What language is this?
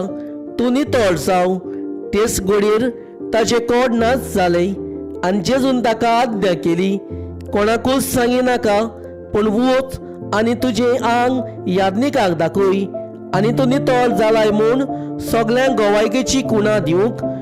Konkani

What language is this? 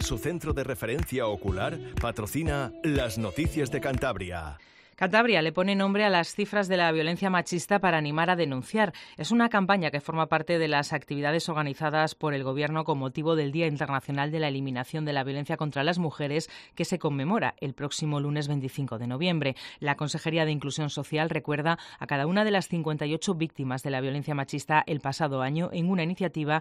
Spanish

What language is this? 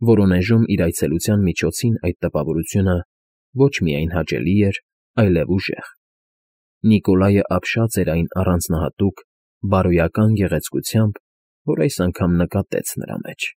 Armenian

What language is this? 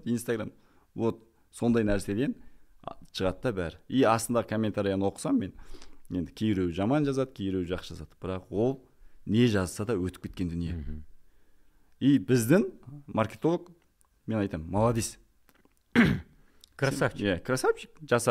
Kazakh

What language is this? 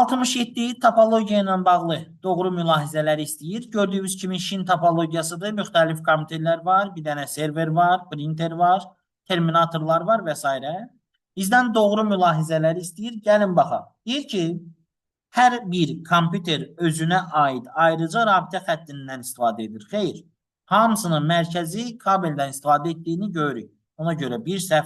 Azerbaijani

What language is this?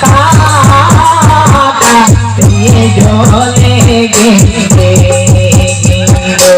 Santali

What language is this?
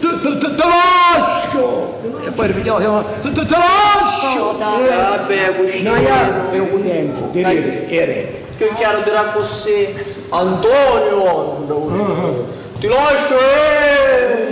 Sicilian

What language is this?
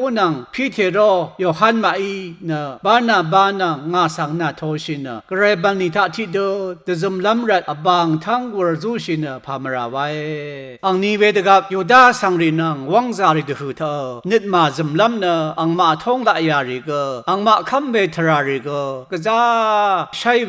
Rawang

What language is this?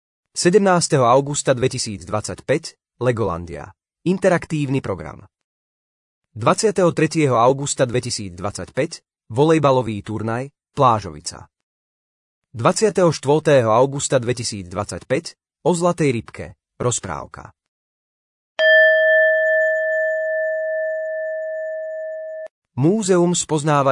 Slovak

